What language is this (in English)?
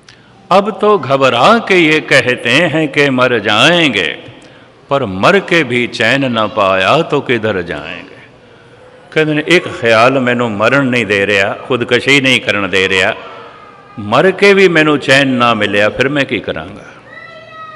Punjabi